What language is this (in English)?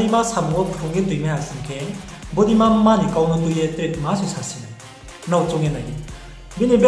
Riang (India)